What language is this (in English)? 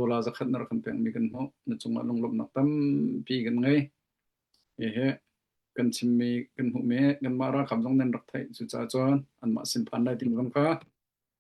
Hakha Chin